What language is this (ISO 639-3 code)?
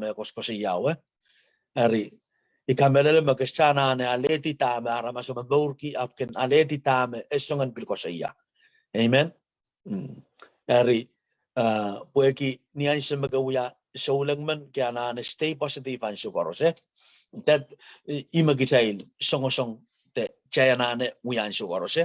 pon